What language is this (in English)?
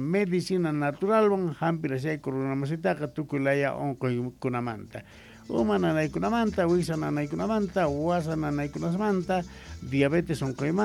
South Bolivian Quechua